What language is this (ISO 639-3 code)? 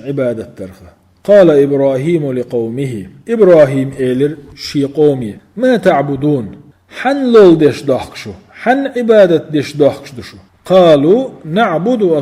che